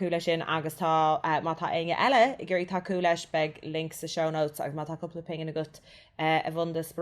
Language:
Irish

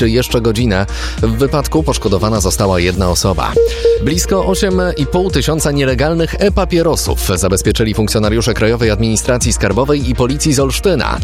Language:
Polish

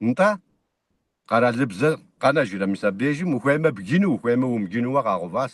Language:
Kabardian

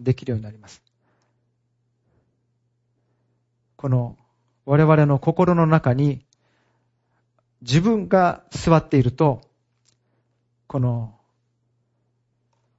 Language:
Japanese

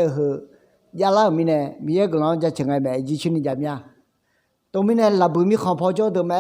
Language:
Akha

